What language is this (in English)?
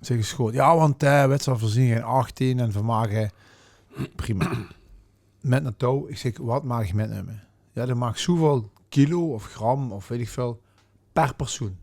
Limburgish